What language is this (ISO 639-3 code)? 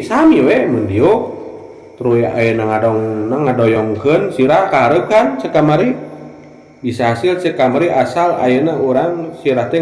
sun